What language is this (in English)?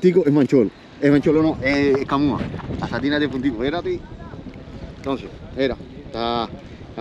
Spanish